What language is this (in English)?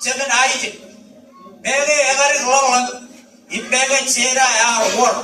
Marshallese